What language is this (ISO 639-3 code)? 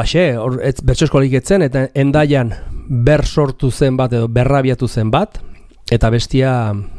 eus